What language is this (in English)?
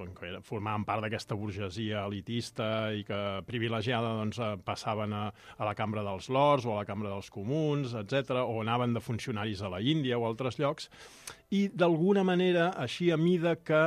Catalan